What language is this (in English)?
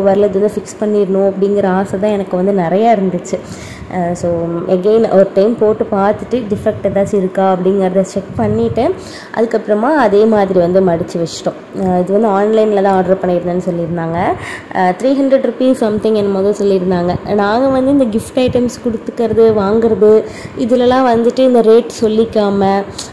Tamil